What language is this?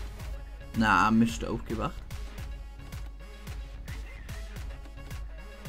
German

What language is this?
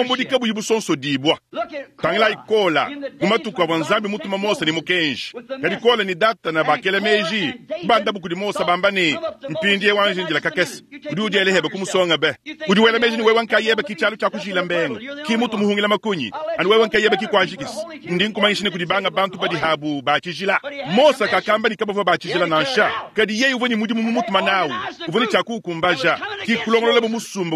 Luba-Lulua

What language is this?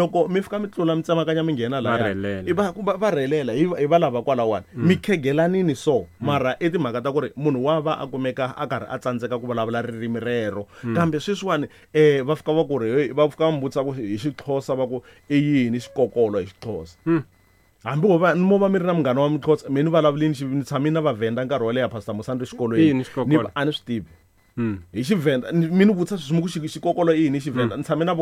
Tsonga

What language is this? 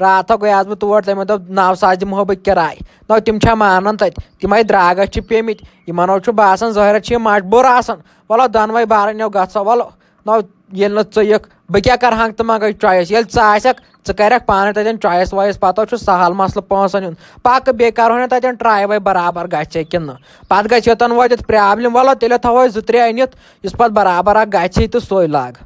Kashmiri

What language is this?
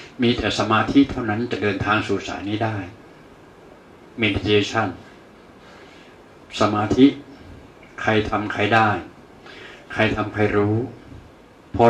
Thai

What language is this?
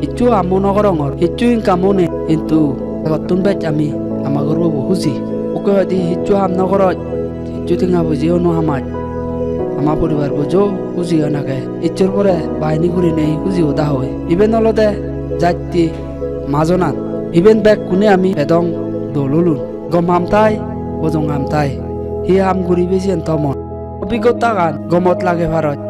Chakma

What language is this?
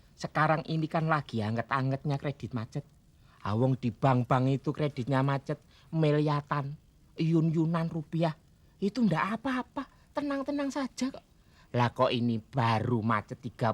Betawi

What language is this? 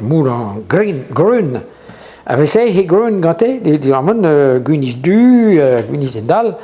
Breton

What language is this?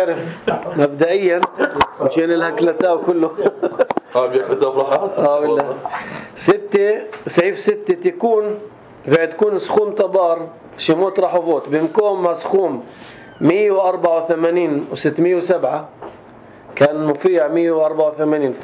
North Levantine Arabic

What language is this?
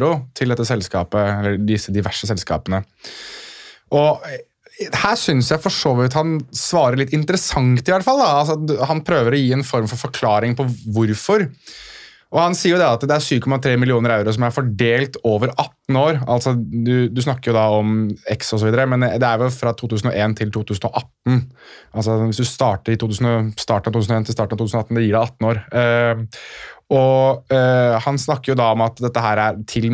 Norwegian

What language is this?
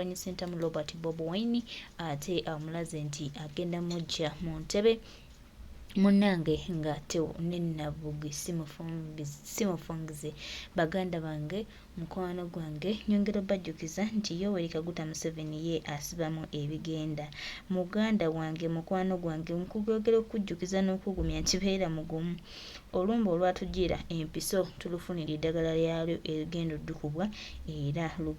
Ganda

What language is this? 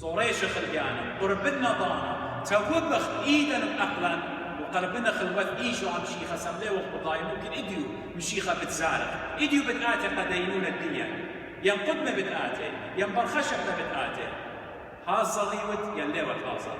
Assyrian Neo-Aramaic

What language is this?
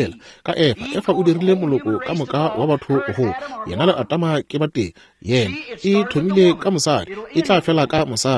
Northern Sotho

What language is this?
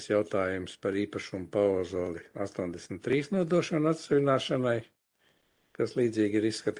Latvian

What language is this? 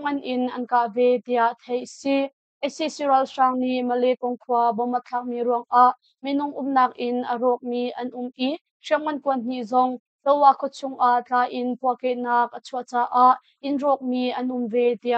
Hakha Chin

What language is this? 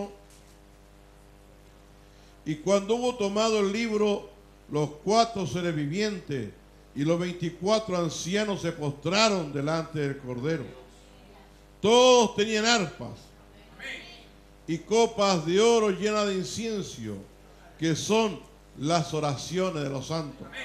Spanish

